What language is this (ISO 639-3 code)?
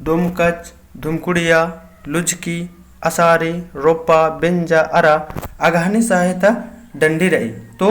kru